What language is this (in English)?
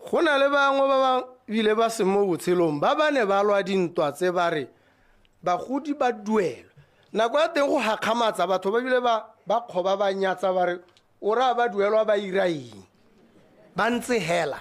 Tswana